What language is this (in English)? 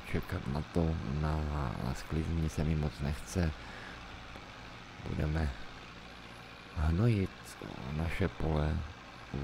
Czech